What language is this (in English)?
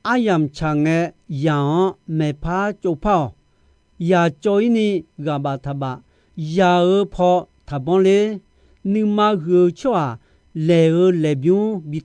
Akha